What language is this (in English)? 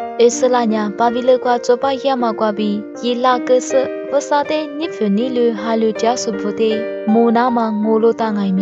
Lisu